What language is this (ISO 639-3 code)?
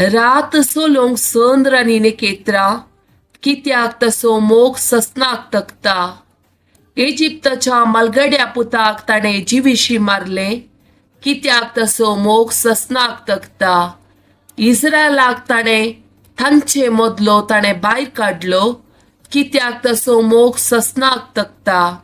kok